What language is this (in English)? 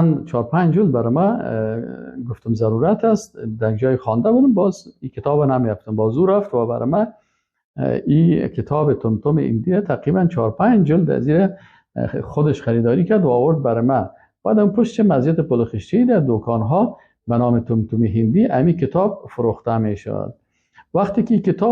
Persian